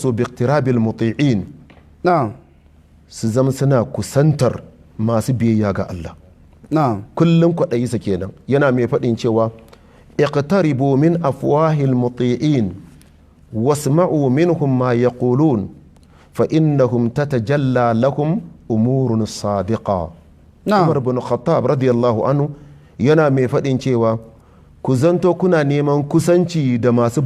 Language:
Hausa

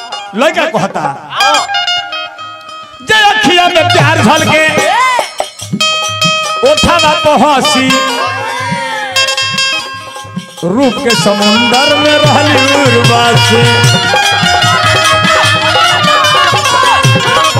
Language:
Bhojpuri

